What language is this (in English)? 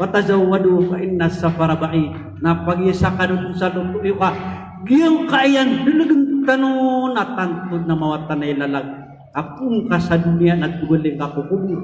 Maranao